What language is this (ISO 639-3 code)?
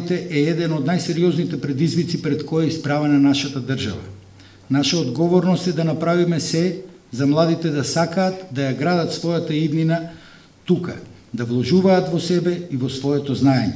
mkd